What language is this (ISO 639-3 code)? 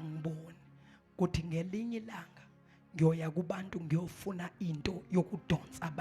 zul